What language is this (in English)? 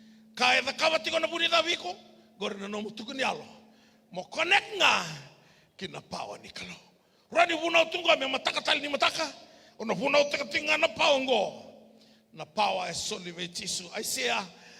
Fijian